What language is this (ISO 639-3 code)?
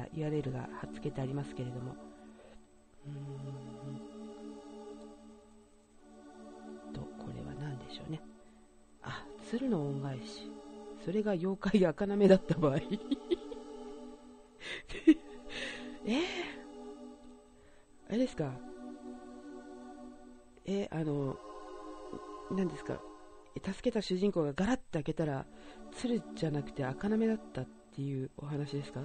jpn